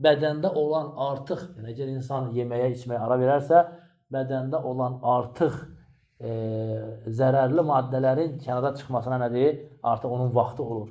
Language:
Azerbaijani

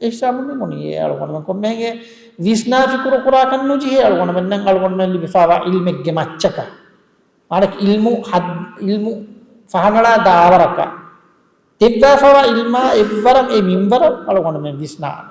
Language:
Divehi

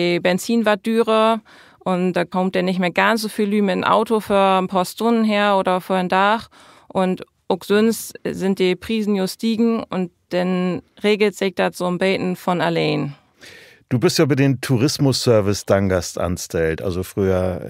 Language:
Low German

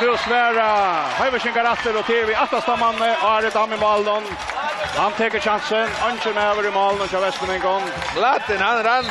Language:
Faroese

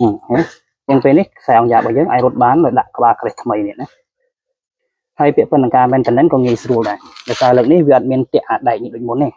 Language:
Khmer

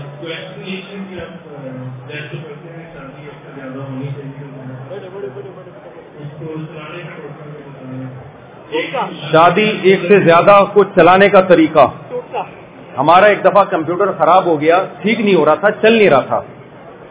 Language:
Urdu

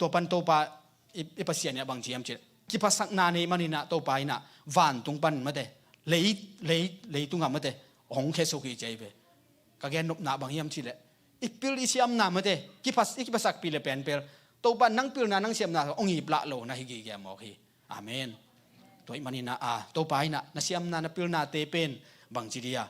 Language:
Tedim Chin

